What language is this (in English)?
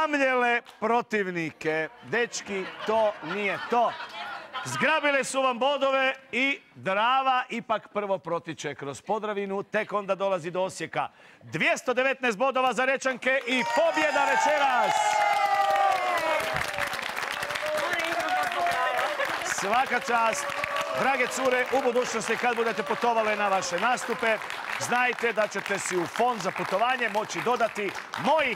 Croatian